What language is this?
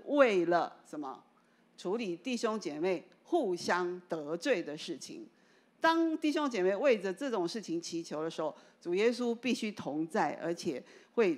Chinese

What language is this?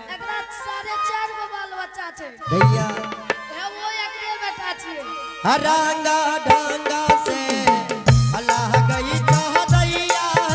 Angika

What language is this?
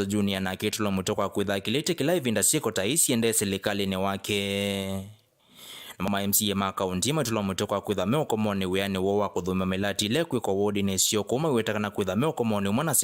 Kamba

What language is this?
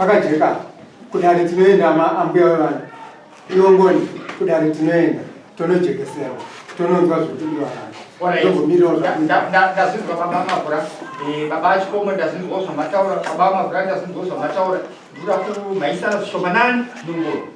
Shona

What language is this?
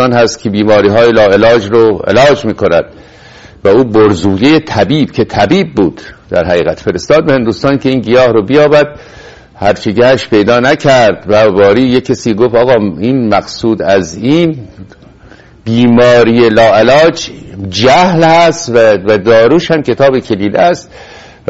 Persian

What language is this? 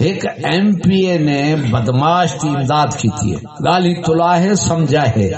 Saraiki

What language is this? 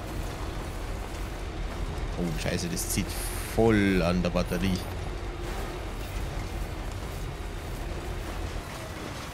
German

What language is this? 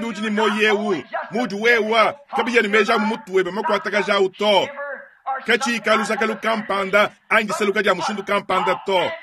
Luba-Lulua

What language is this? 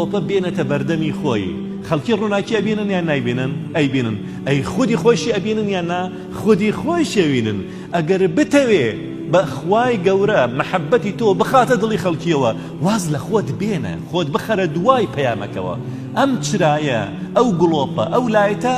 Central Kurdish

